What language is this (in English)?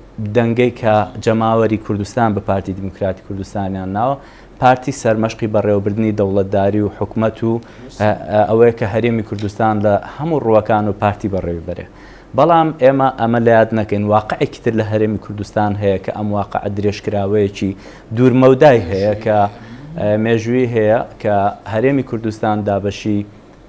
Central Kurdish